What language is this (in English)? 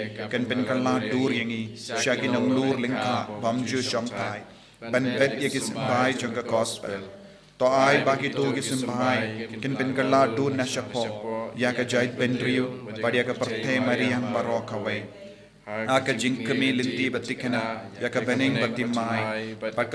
Khasi